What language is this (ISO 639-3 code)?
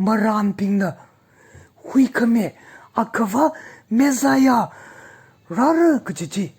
nmf